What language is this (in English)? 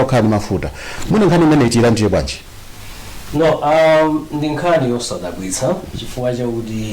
Nyanja